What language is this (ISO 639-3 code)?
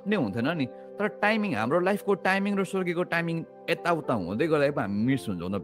nep